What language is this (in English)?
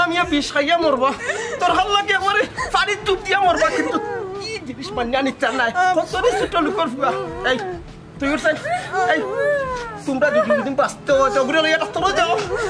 Sylheti